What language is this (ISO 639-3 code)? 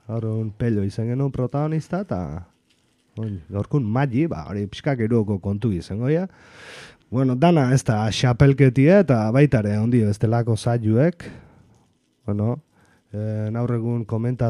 eus